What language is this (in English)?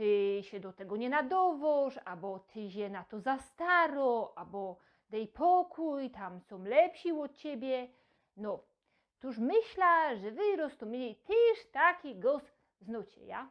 Silesian